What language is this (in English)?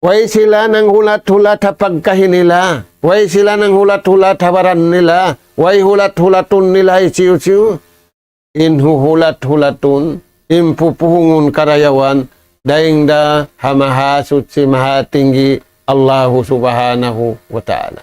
Tausug